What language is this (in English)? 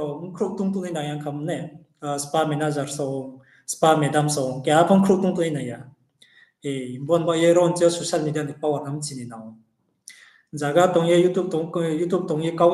Riang (India)